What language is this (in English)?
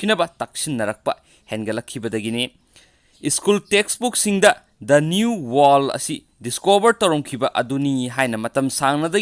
Manipuri